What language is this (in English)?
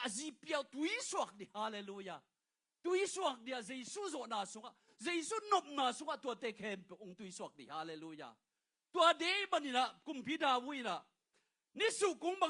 Tedim Chin